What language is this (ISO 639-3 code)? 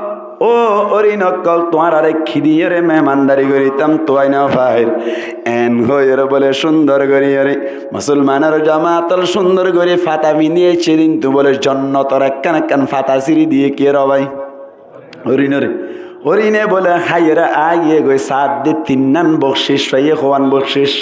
rhg